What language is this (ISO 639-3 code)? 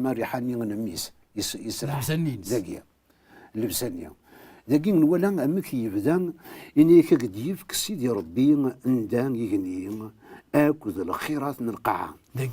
kab